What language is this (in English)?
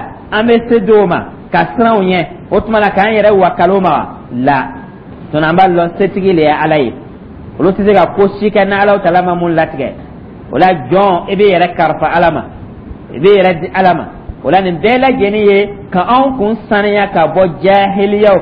Dyula